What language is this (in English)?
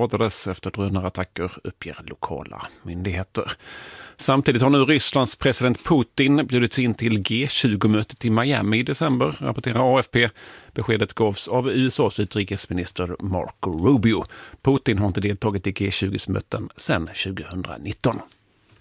Swedish